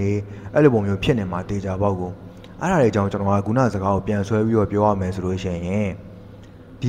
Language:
Burmese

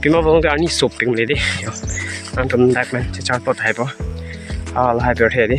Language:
Karbi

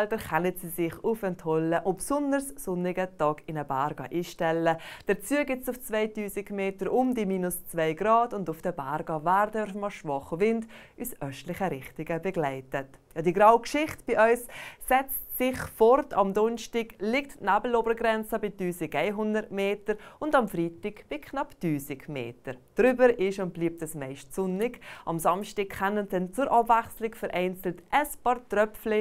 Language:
Swiss German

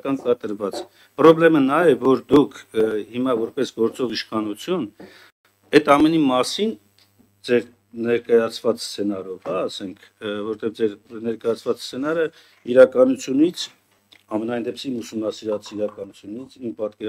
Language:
Armenian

